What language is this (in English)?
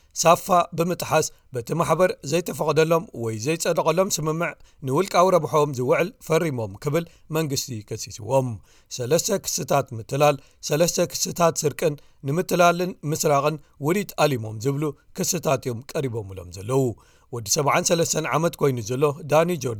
Tigrinya